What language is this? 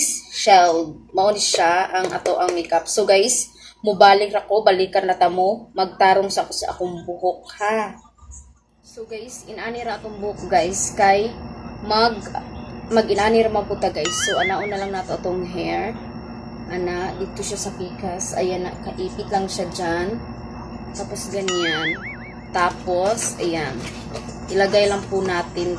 Cebuano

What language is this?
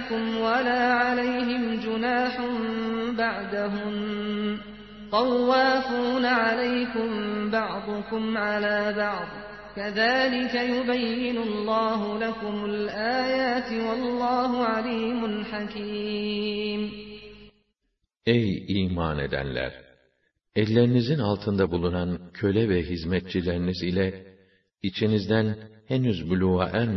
Turkish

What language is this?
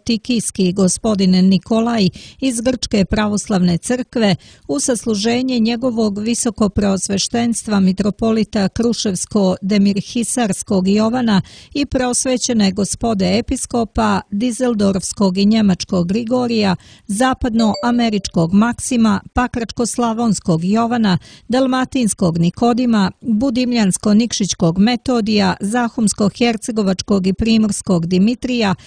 Serbian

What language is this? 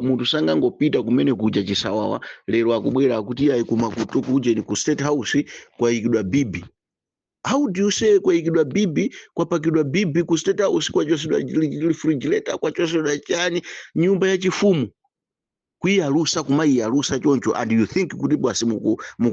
Nyanja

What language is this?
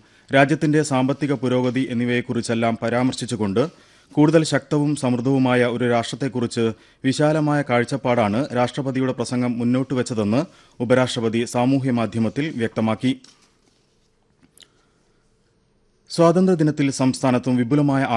Malayalam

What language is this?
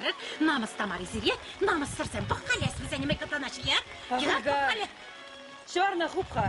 Chuvash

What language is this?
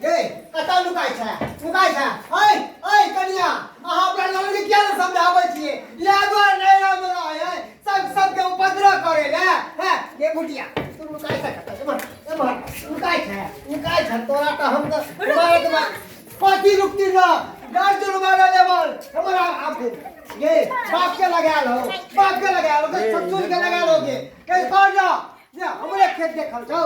Maithili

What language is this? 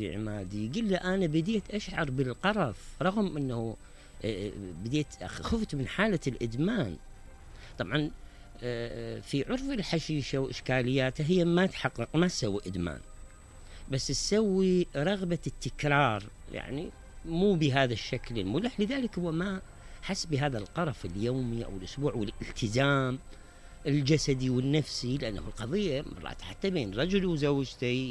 Mesopotamian Arabic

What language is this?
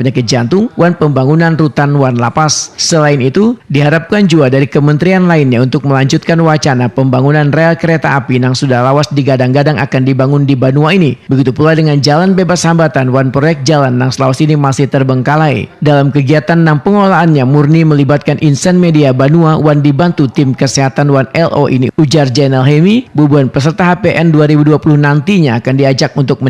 Banjar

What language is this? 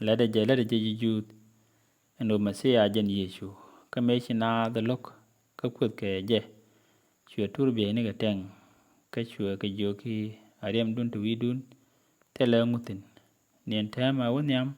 Nuer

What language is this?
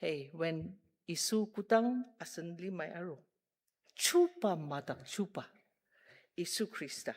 Ao Naga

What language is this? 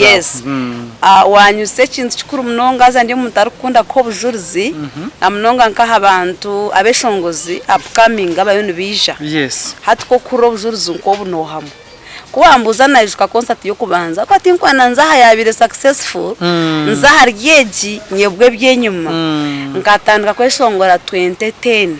Nyankole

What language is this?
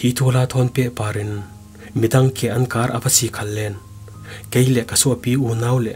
Falam Chin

